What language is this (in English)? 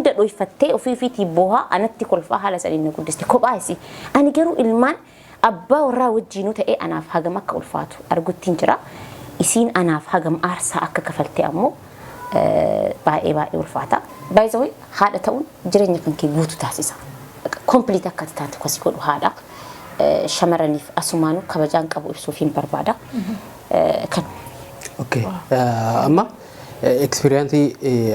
Oromo